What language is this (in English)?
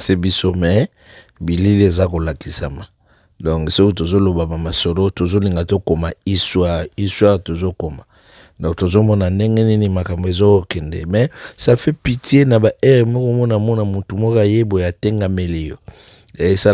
Lingala